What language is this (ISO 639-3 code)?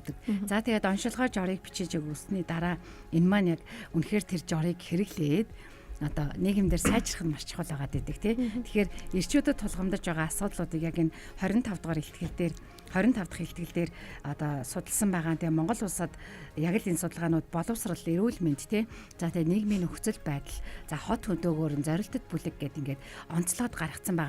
mon